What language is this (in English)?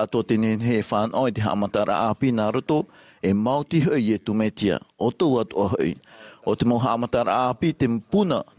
Tahitian